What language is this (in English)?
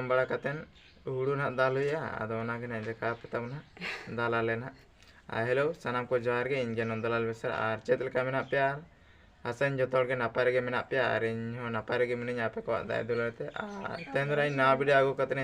Santali